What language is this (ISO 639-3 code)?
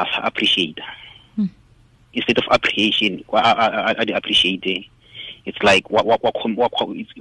tsn